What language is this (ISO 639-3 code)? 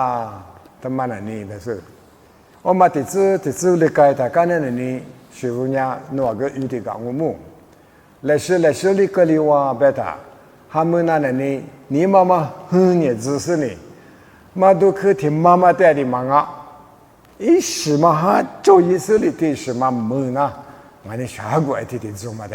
lis